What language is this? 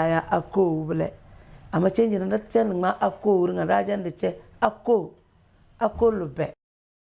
Tem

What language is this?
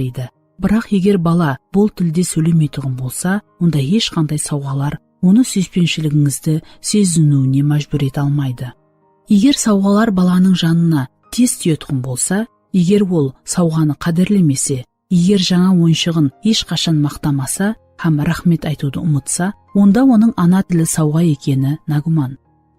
Kara-Kalpak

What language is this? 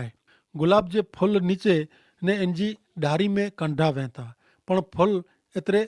Kachhi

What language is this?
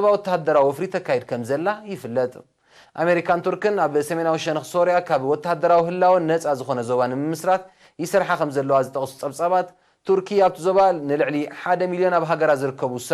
Tigrinya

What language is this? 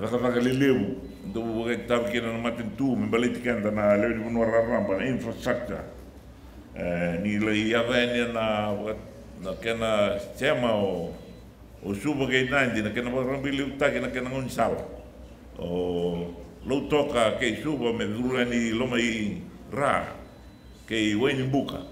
Fijian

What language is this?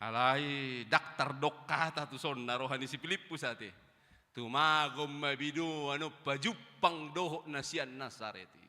Batak Toba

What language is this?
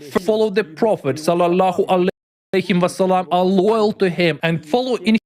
Nyanja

